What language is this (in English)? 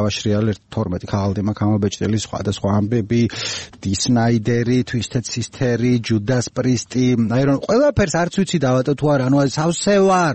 Georgian